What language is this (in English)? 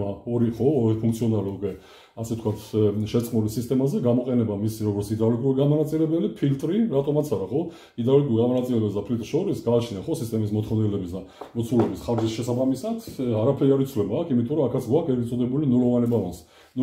Georgian